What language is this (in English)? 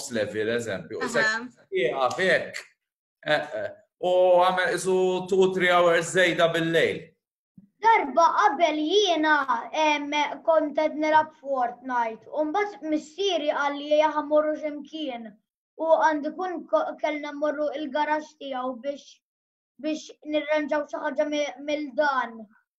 Maltese